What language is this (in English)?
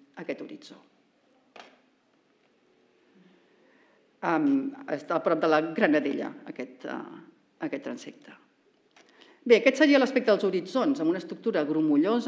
Catalan